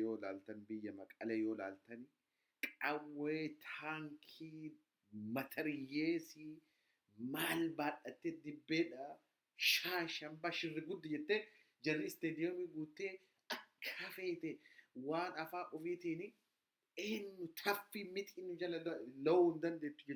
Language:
Oromo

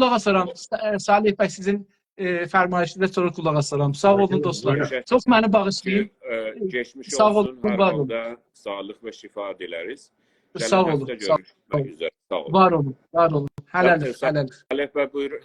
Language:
South Azerbaijani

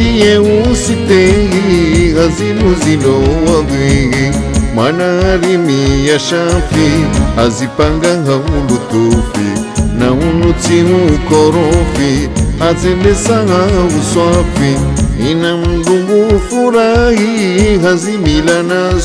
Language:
Swahili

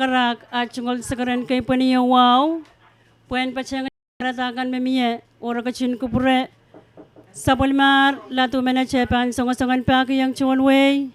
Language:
Pohnpeian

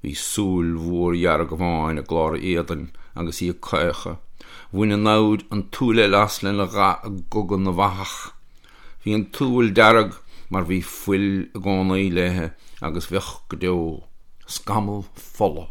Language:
Irish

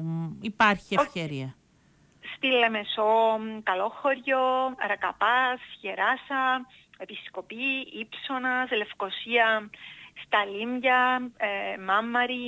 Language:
Greek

